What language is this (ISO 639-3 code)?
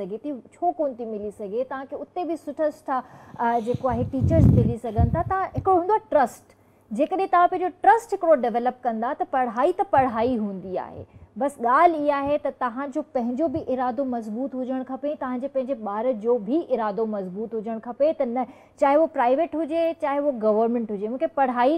snd